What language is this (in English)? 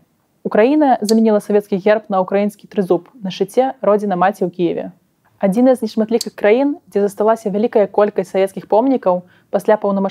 Belarusian